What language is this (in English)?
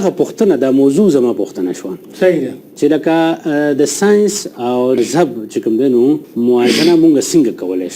Pashto